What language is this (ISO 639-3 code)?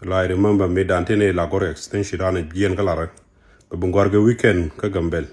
nus